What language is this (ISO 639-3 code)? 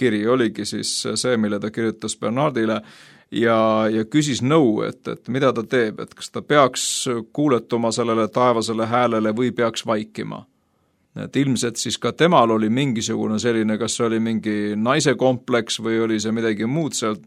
est